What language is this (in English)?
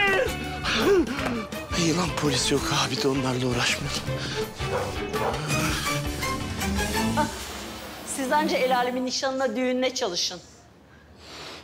Turkish